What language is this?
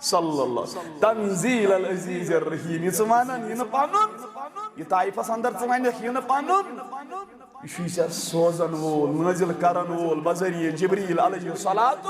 Kashmiri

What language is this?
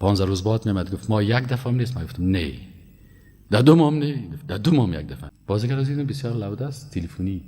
Persian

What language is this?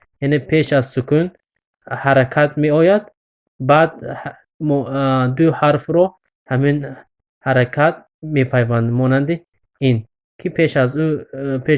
Tajik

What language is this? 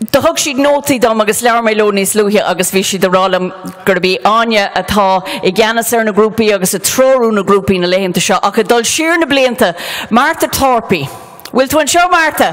Irish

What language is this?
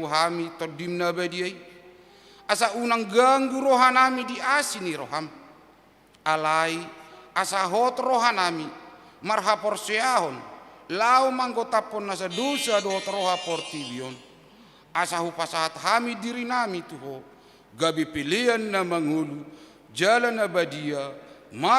Batak Toba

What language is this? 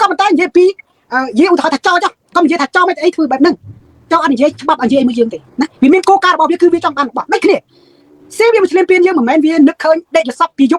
Khmer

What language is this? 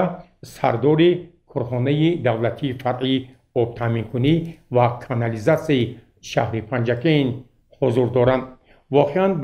Tajik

